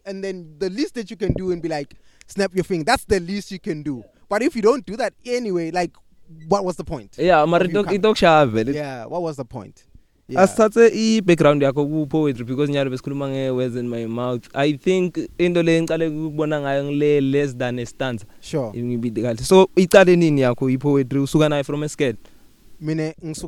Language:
English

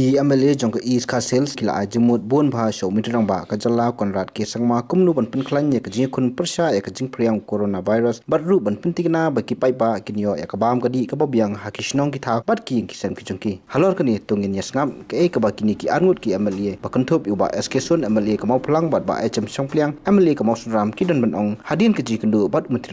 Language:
Khasi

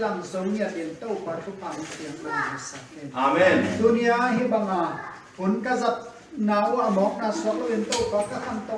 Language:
Tedim Chin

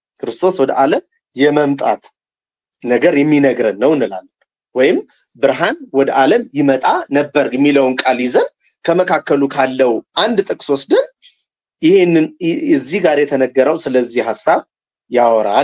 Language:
Amharic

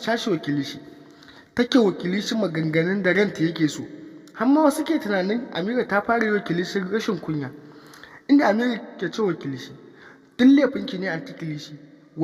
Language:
Hausa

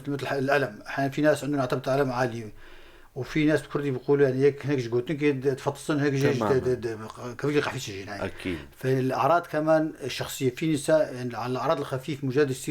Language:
North Levantine Arabic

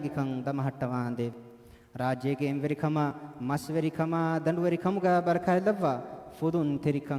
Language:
Divehi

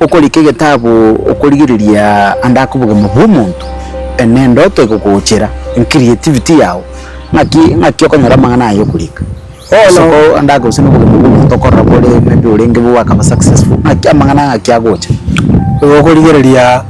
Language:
Gusii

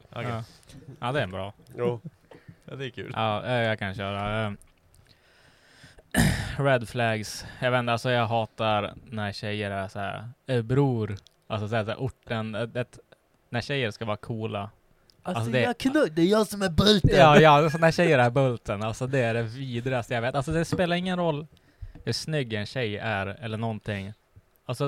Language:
Swedish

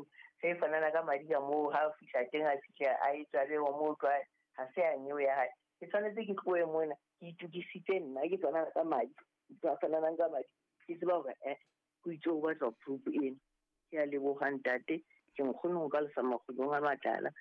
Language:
Southern Sotho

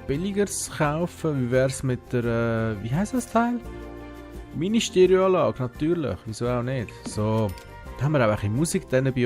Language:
Swiss German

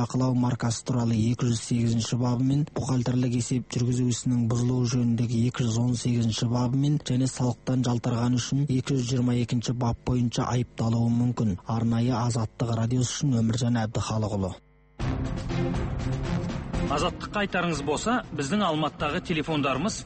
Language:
Kazakh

